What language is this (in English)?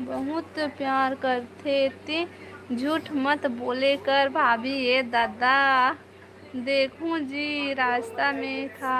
Chhattisgarhi